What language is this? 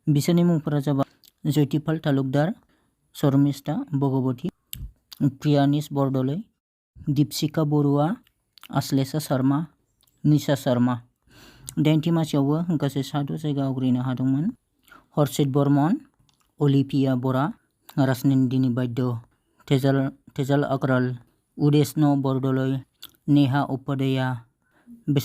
Bodo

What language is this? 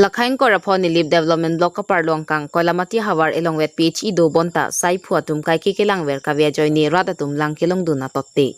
Karbi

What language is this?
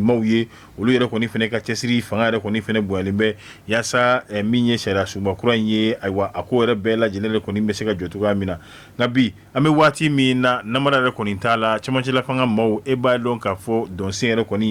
Bambara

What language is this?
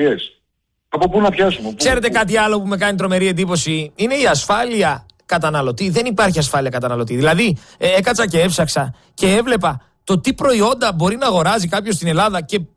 Greek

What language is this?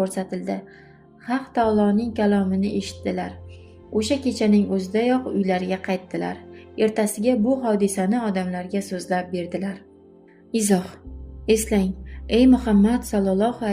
Uzbek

